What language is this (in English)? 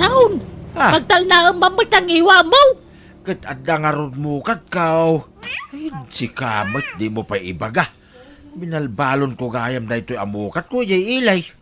Iloko